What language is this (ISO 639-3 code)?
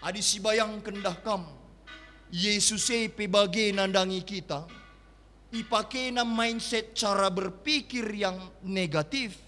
btx